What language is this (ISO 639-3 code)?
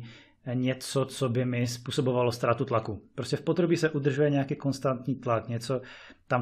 ces